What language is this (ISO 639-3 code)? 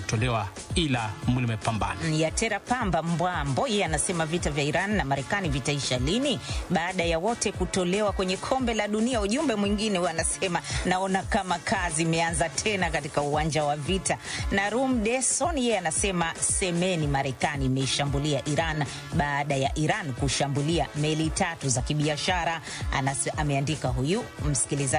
swa